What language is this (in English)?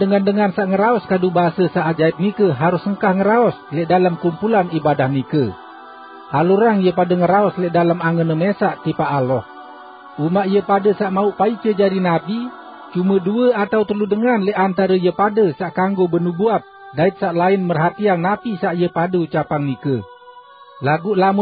Sasak